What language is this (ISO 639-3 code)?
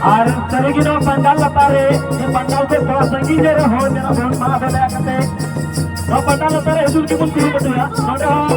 sat